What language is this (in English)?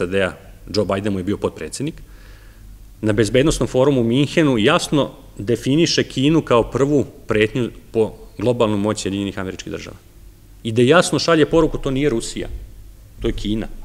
Serbian